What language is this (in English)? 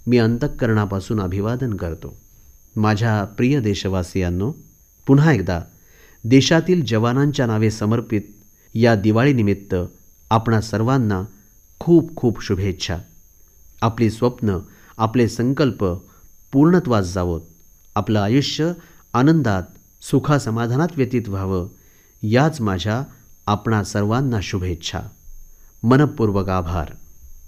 Marathi